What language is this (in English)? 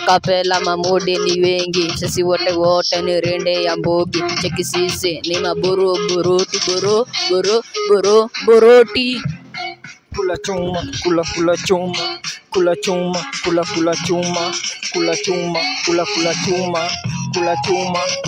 Swahili